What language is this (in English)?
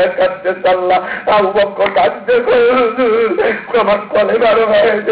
Bangla